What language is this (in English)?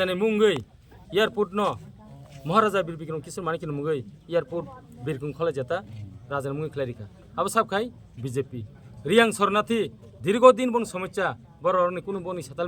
Kok Borok